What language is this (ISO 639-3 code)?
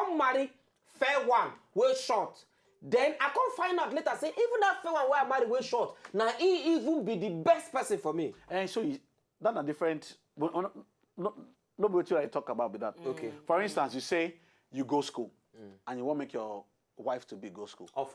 pcm